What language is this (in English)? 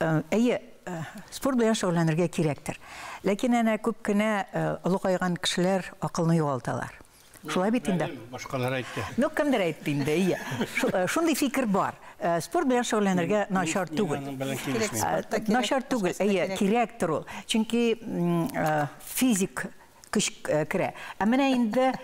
Tatar